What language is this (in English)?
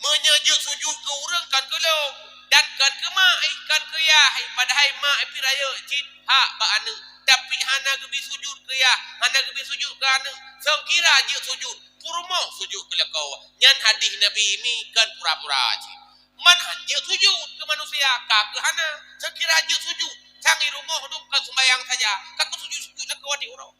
Achinese